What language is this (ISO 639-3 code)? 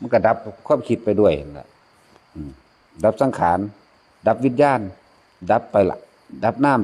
tts